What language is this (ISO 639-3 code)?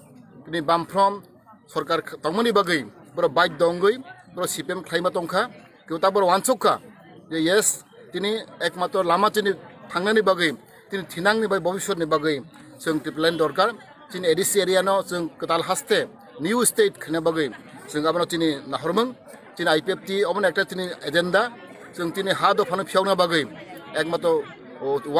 trp